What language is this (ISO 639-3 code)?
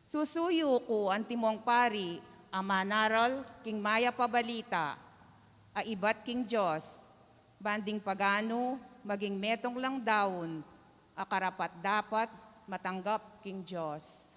pam